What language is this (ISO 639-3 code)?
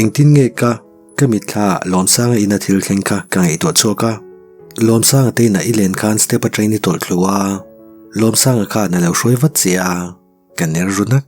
lus